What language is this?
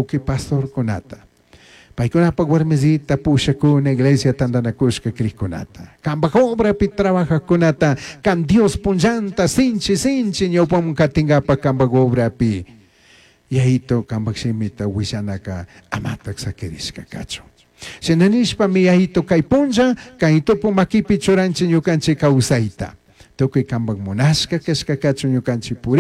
Chimborazo Highland Quichua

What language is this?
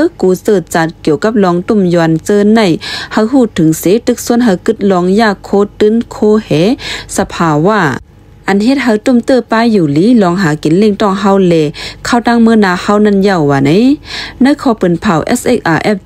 Shan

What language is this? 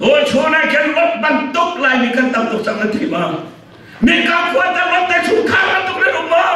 Hakha Chin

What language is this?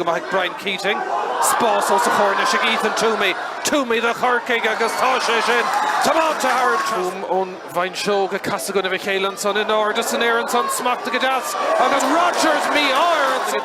Irish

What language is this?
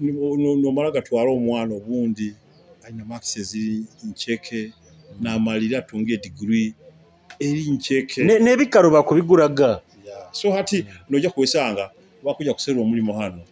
Nyoro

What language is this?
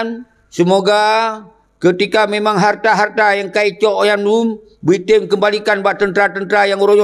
Achinese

